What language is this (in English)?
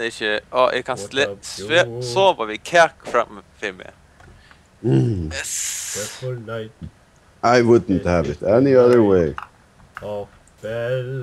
Faroese